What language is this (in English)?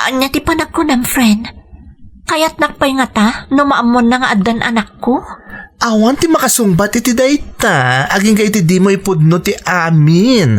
Iloko